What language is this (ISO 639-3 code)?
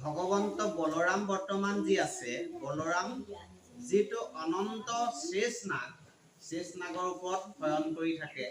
asm